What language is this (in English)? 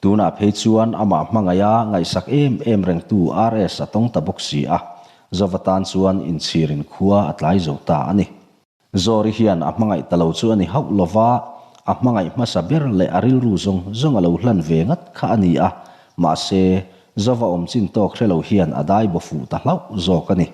Mizo